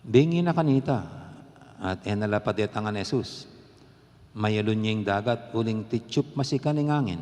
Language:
Pampanga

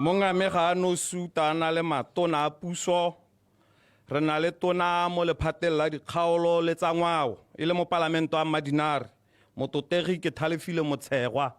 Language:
Tswana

